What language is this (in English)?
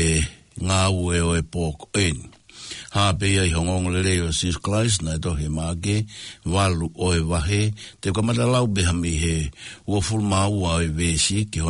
Tongan